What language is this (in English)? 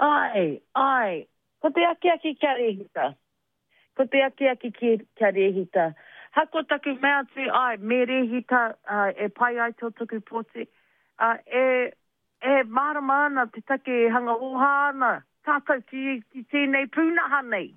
Māori